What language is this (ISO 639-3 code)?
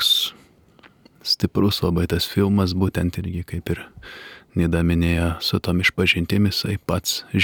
lit